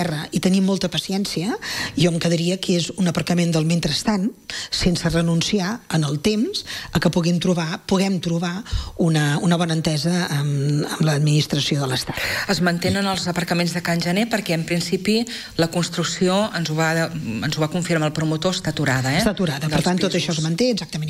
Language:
Catalan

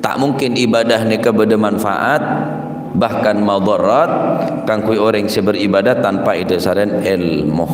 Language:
Madurese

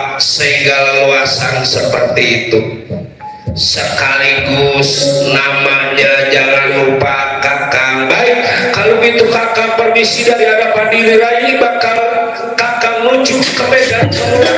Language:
Betawi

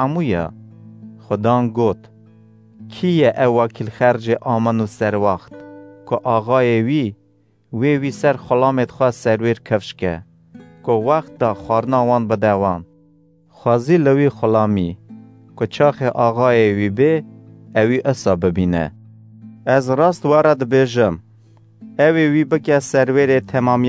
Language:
Kurdish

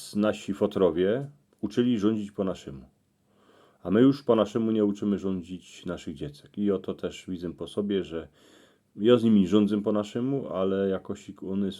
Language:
Silesian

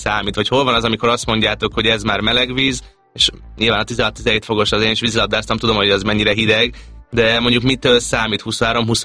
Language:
Hungarian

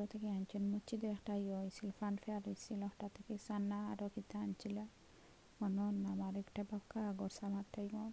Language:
Sylheti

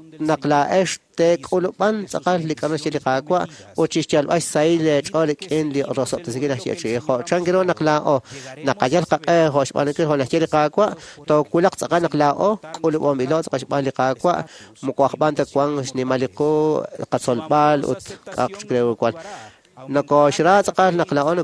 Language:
Kekchí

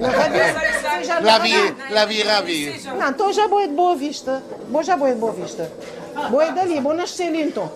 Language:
Kabuverdianu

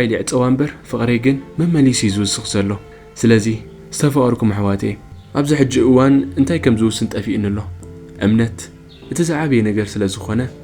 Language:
Tigrinya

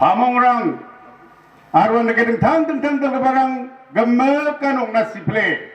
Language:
Garo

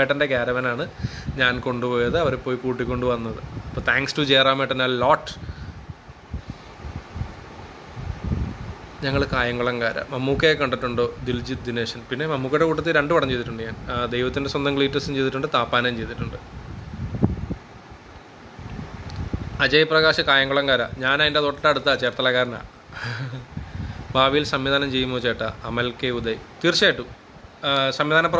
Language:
Malayalam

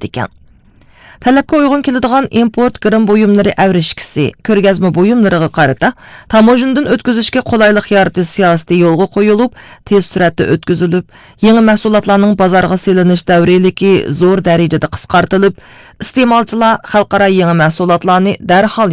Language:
Uyghur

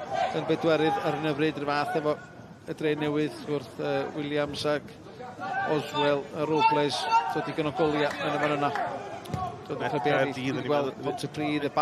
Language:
Welsh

